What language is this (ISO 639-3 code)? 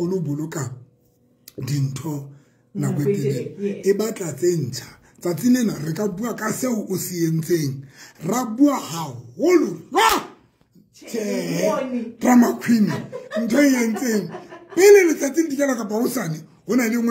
sot